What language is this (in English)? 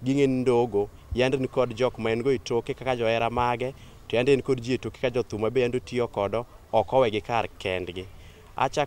Luo (Kenya and Tanzania)